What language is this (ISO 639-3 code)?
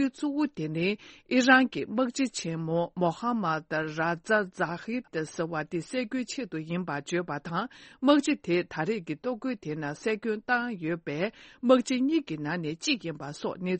bod